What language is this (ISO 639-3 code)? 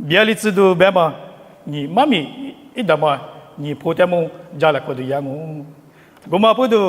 lis